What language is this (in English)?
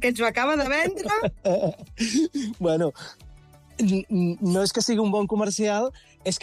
Catalan